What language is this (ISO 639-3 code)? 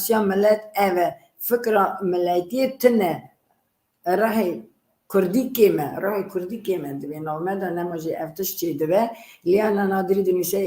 kur